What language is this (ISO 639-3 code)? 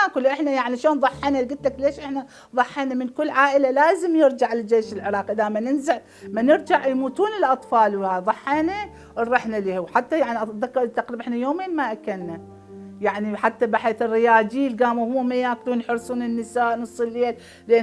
acm